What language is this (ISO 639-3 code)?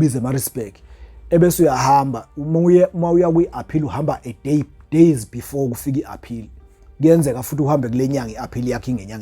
zul